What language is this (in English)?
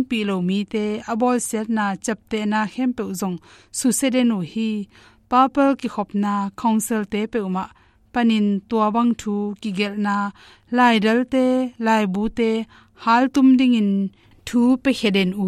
Tedim Chin